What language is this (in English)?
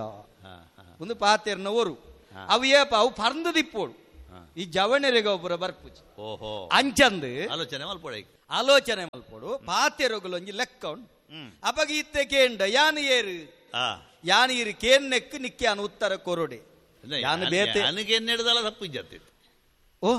Tulu